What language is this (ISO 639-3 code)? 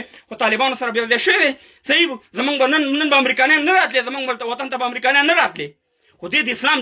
pus